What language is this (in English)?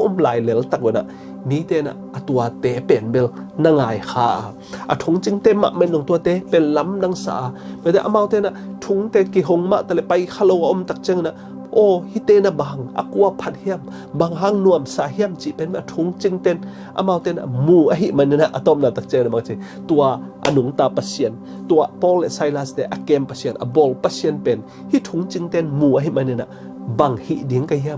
Tedim Chin